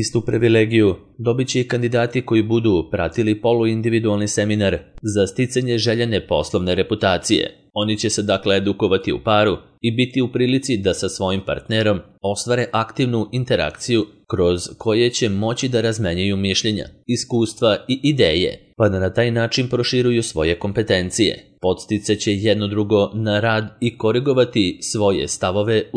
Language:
Serbian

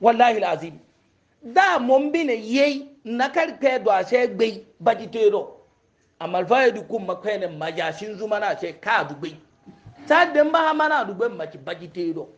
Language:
Hausa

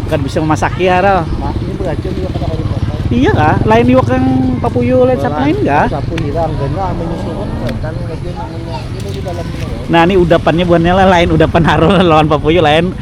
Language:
Banjar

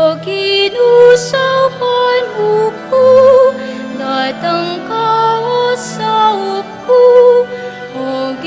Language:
Pampanga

